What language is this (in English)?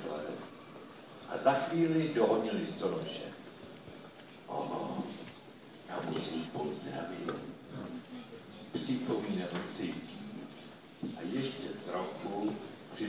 Czech